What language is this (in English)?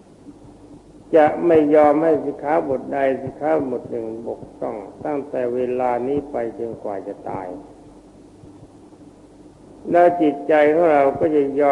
Thai